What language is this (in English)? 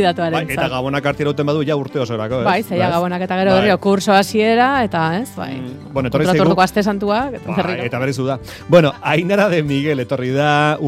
Basque